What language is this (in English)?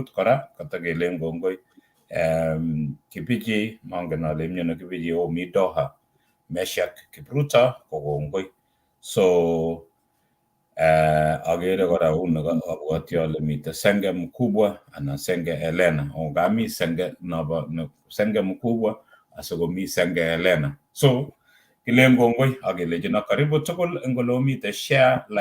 Kalenjin